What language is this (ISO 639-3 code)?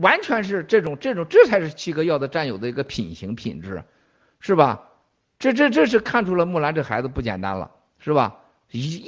zho